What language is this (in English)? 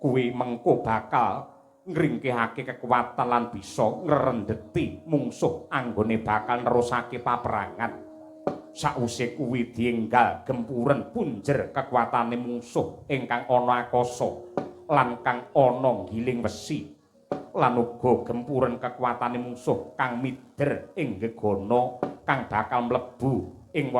Javanese